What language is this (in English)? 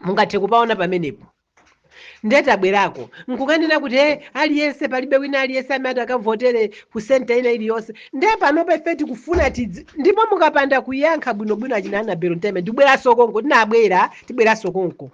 Nyanja